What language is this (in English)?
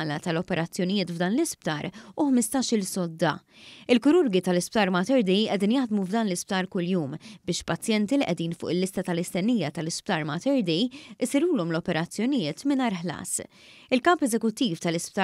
Maltese